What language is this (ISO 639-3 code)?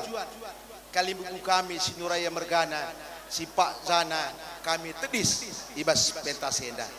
btx